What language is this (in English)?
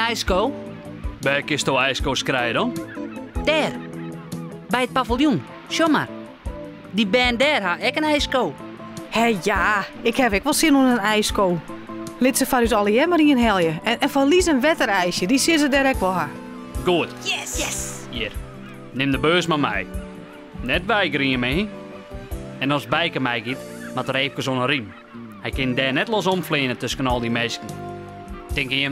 Western Frisian